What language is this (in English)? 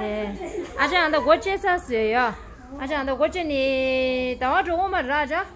Tibetan